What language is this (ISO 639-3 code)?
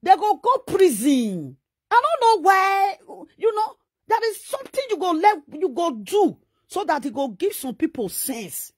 pcm